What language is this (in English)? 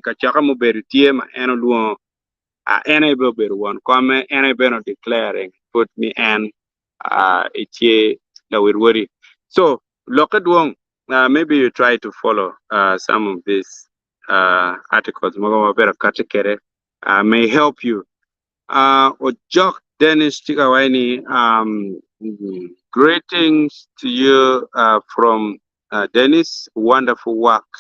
Acoli